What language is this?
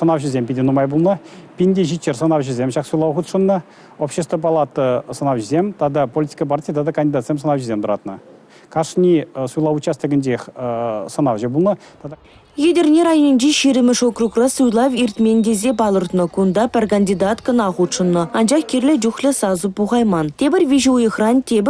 Chuvash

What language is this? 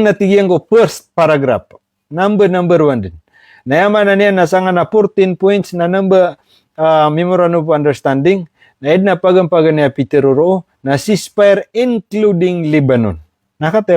Maranao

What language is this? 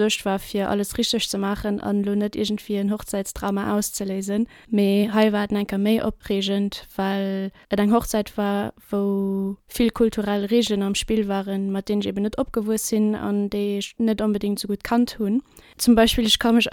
Luxembourgish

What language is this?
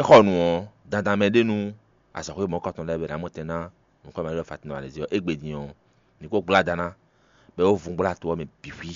Fon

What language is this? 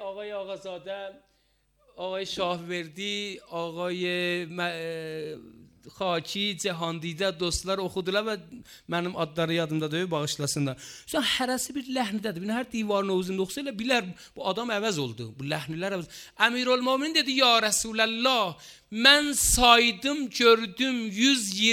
Azerbaijani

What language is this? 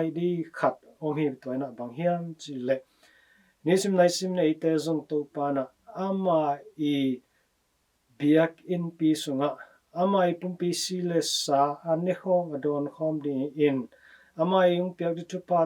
Tedim Chin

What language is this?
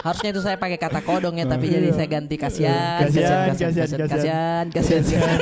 Makassar Malay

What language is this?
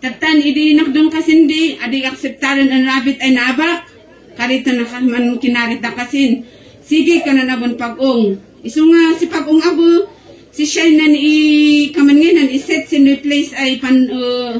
Kankanaey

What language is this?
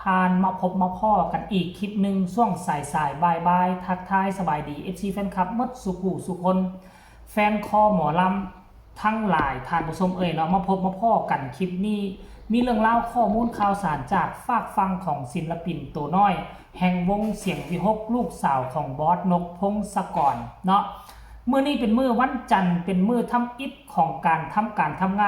Northeastern Thai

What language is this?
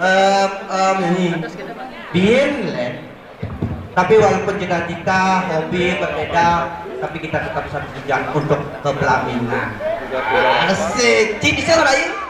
Balinese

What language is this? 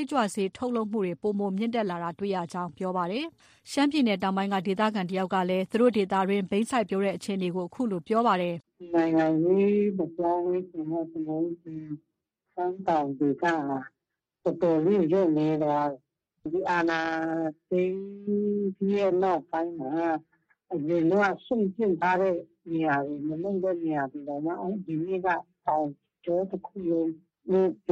Burmese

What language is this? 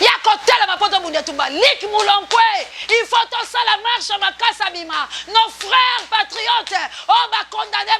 Lingala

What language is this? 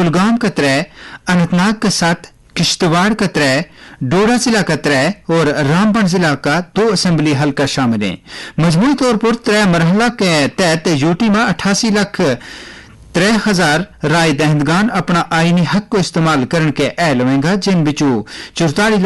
Gujari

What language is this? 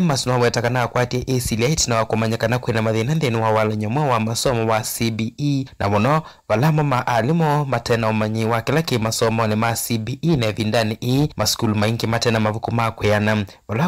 Kamba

